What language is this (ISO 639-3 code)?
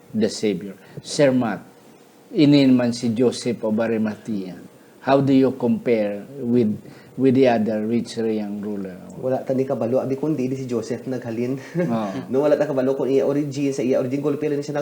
hil